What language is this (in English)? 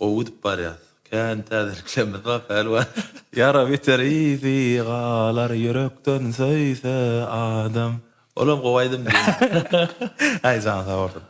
Turkmen